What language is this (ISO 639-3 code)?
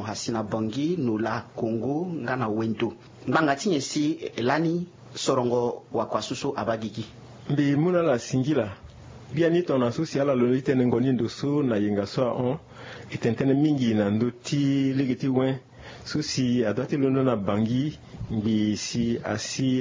sag